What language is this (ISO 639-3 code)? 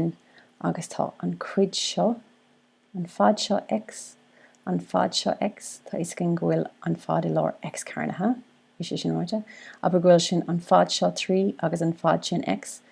gle